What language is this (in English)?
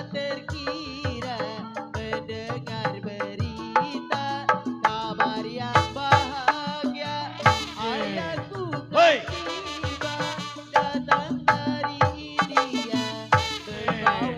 Betawi